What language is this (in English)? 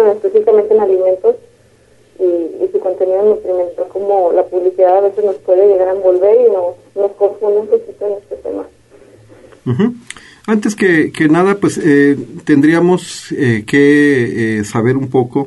Spanish